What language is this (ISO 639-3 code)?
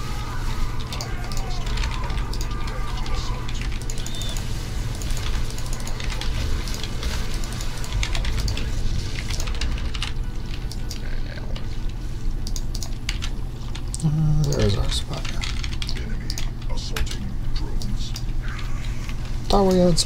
eng